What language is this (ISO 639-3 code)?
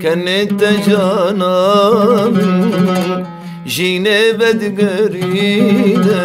kur